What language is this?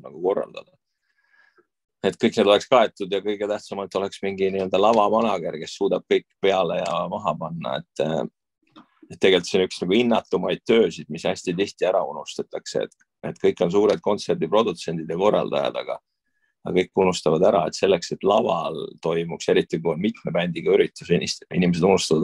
Estonian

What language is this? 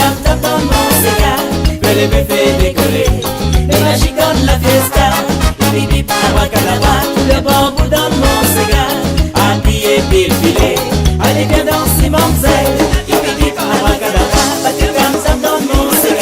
Réunion Creole French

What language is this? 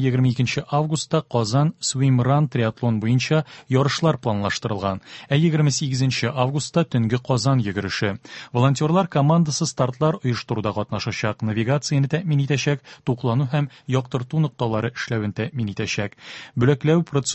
Tatar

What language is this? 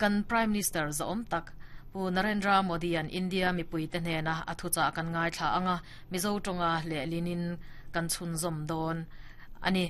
Mizo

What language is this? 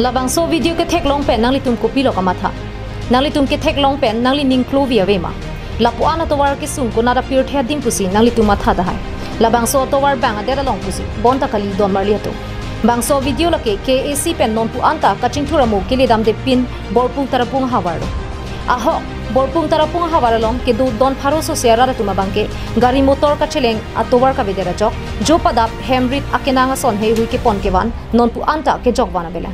Karbi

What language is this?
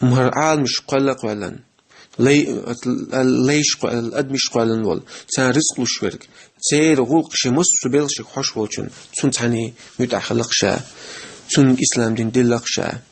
Chechen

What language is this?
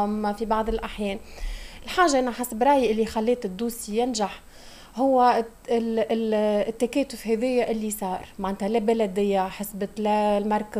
Tunisian Arabic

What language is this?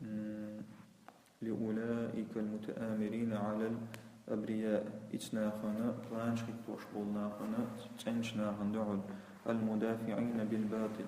Chechen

